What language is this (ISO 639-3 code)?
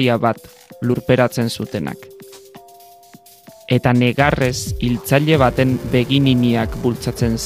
eus